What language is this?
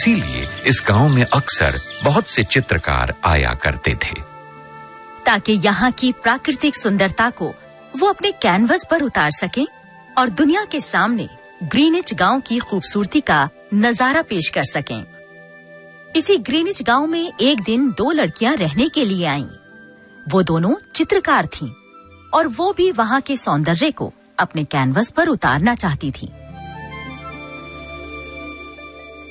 Odia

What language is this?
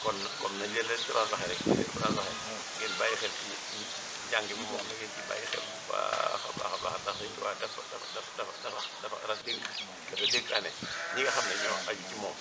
Wolof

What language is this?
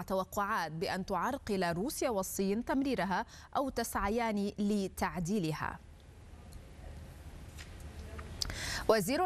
Arabic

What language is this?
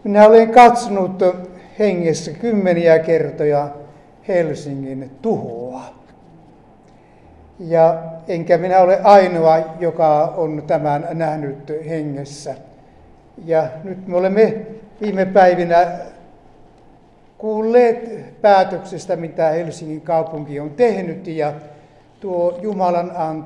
Finnish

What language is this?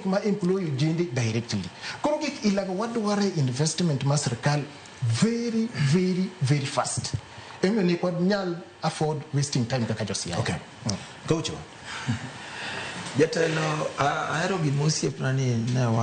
Luo (Kenya and Tanzania)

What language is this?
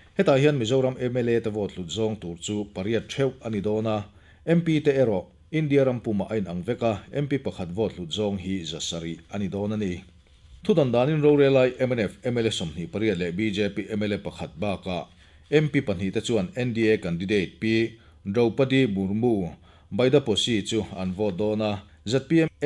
Mizo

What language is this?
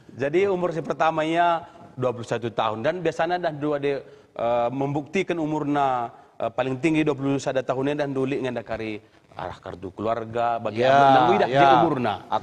Batak Karo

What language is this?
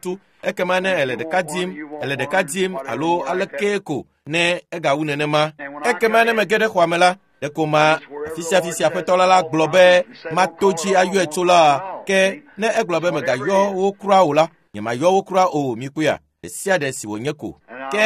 Ewe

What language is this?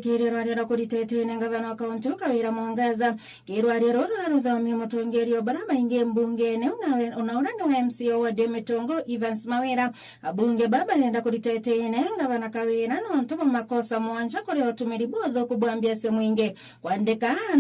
Meru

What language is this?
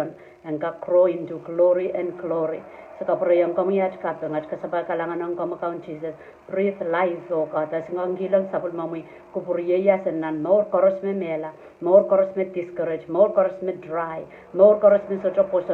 Pohnpeian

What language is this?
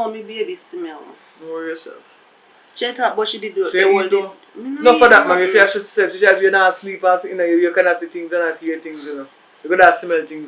Jamaican Creole English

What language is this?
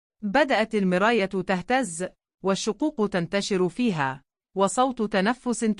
Egyptian Arabic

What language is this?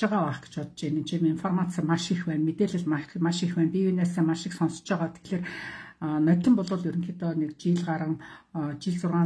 Mongolian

